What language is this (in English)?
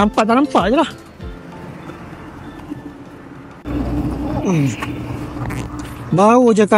Malay